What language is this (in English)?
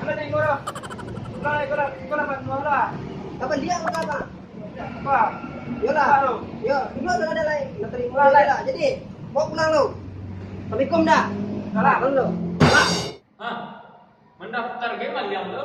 Minangkabau